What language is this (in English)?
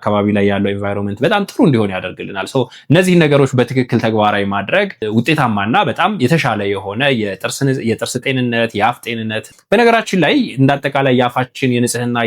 Amharic